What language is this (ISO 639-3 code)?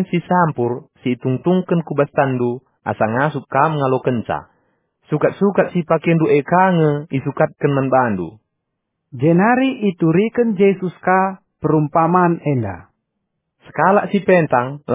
btx